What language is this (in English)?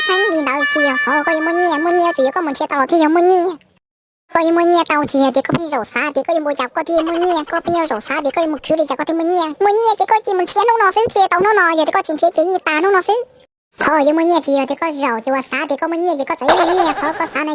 Hmong